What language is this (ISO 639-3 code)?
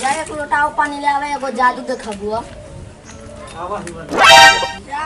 mag